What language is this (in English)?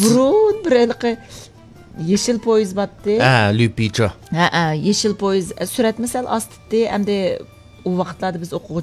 Uyghur